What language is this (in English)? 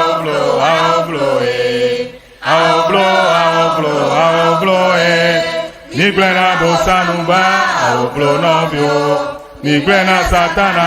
Ewe